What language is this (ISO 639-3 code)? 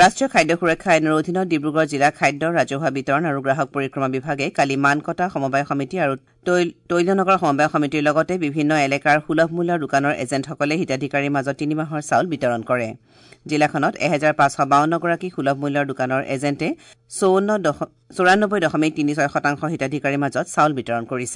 asm